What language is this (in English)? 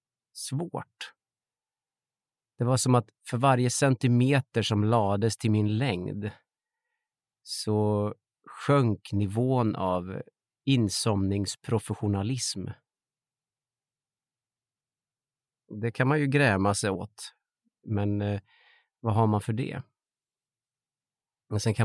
Swedish